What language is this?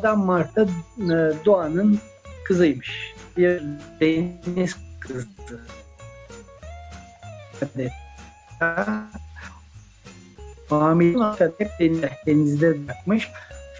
Turkish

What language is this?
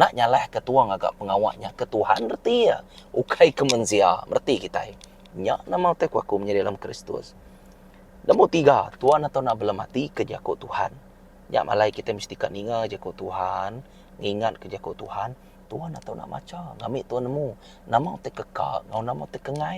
Iban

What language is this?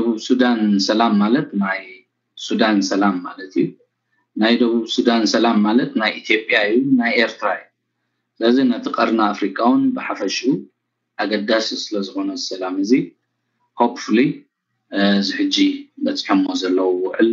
Tigrinya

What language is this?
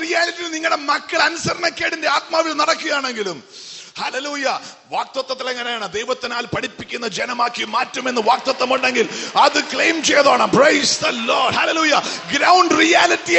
Malayalam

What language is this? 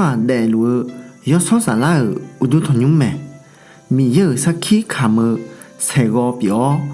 Akha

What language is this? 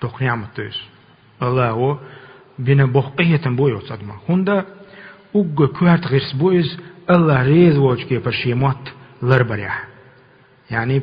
Chechen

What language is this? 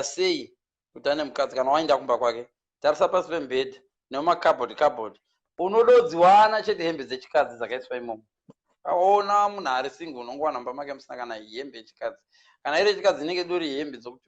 Shona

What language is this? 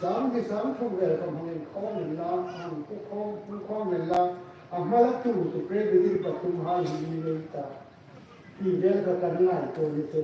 Hmar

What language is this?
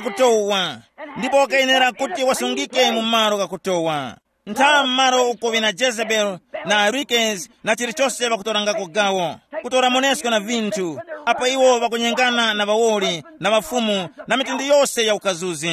Tumbuka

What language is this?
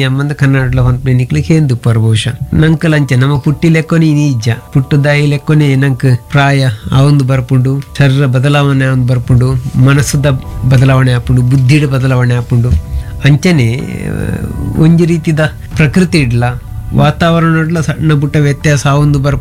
Tulu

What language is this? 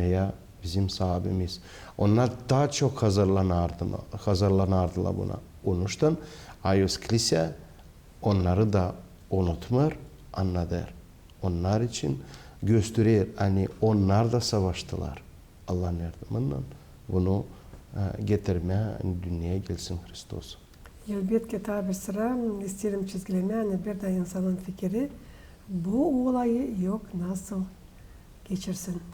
Gagauz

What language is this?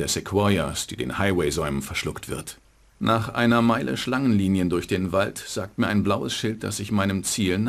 Bavarian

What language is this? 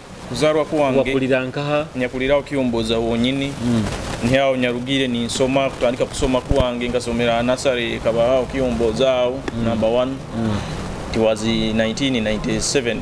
Nyoro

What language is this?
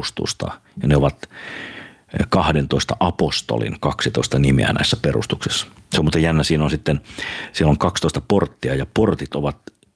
Finnish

